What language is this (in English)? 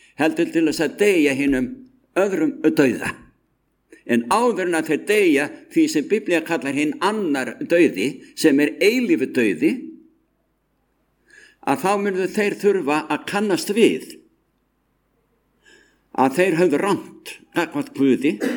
Icelandic